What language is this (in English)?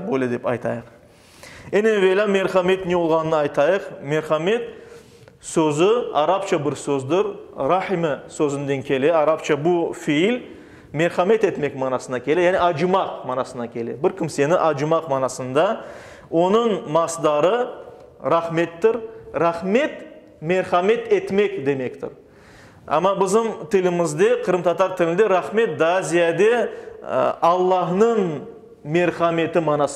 Crimean Tatar